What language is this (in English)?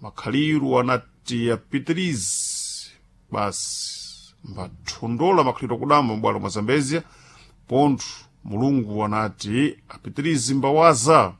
Sena